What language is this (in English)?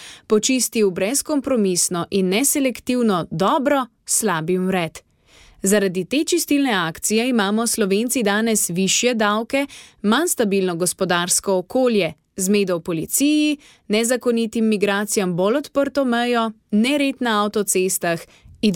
Slovenian